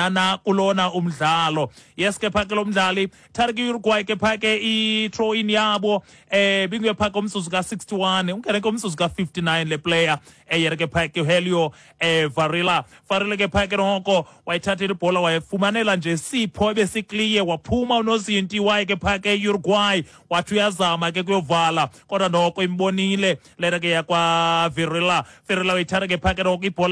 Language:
Xhosa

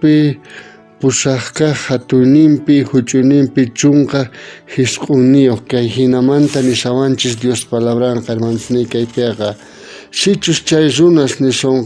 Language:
South Bolivian Quechua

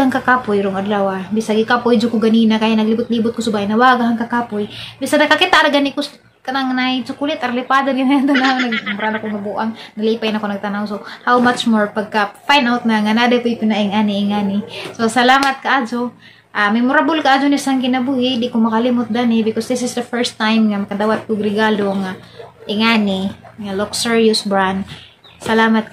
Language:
Cebuano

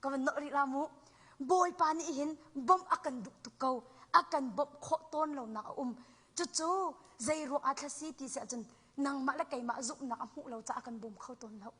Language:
Hakha Chin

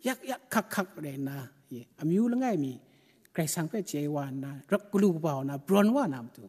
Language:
Kachin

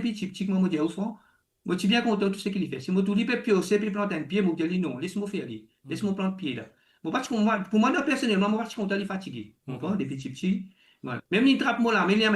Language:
Morisyen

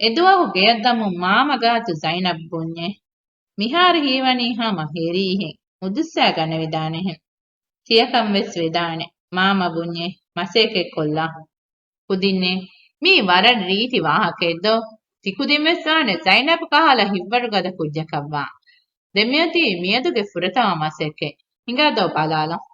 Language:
Divehi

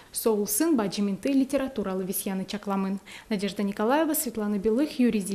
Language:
Udmurt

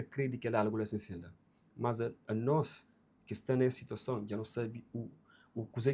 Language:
Kabuverdianu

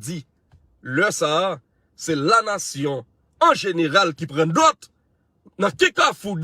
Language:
Haitian Creole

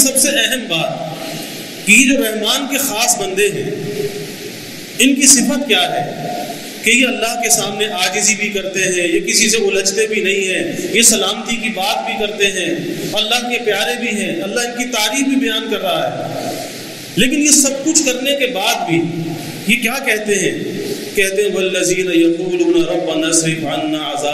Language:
Urdu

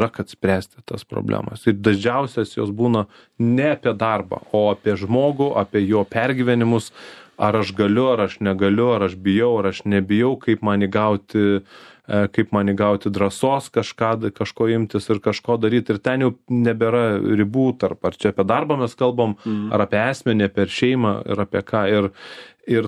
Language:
Lithuanian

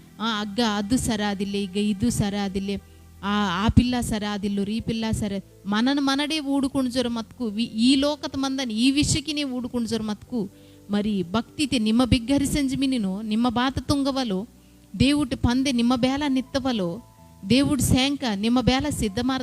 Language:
Koya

